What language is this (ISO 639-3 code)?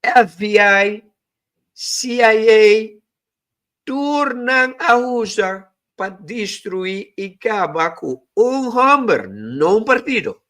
pap